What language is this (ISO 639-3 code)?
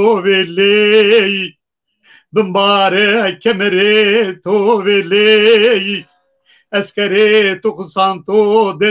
zza